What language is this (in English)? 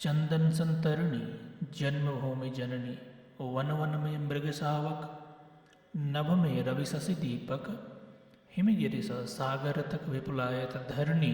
Maithili